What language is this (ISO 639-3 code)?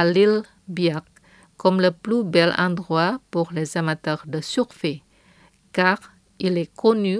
fra